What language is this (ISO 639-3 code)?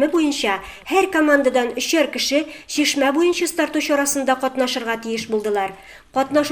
tat